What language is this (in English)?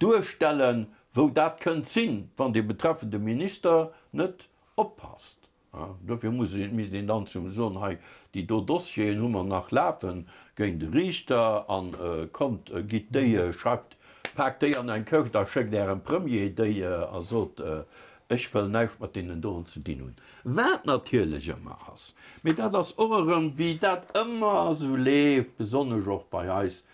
Luxembourgish